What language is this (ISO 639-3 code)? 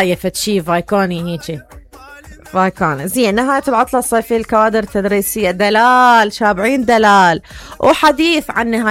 acm